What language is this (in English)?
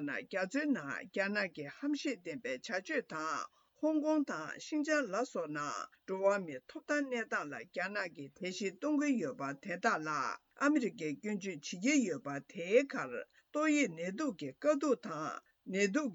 Tibetan